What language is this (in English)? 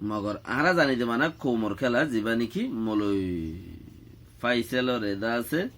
Rohingya